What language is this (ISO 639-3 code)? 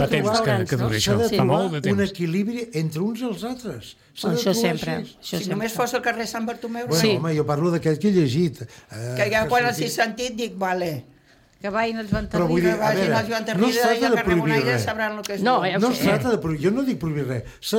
cat